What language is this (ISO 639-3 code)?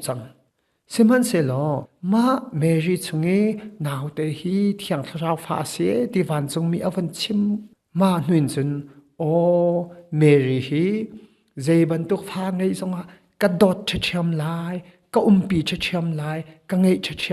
cnh